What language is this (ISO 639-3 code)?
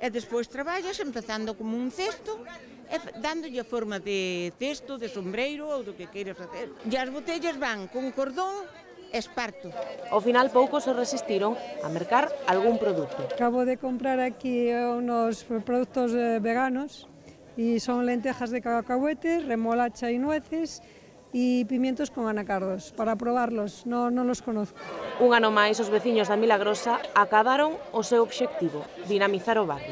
glg